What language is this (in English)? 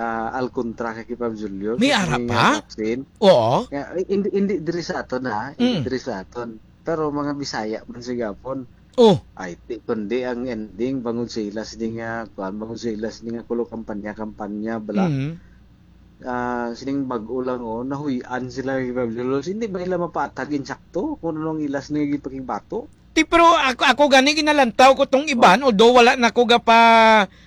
Hiligaynon